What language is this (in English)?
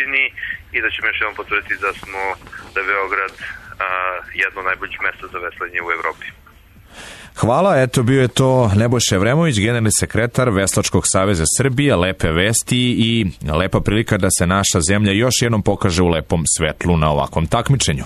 Serbian